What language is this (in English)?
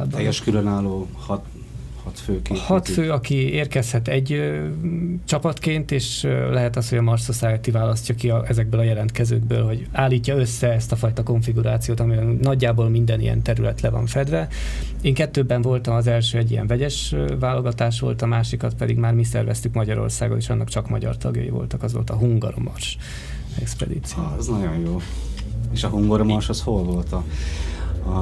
Hungarian